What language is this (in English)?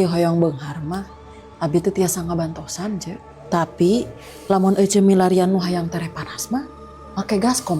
Sundanese